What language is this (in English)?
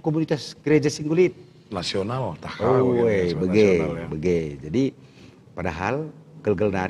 Batak Karo